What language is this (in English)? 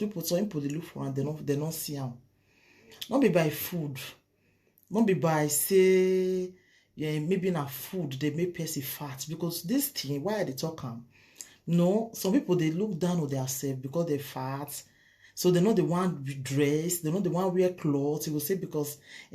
Nigerian Pidgin